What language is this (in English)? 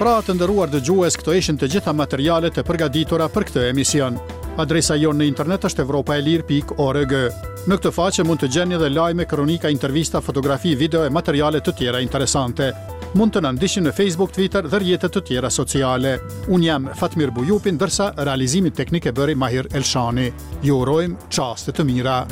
Albanian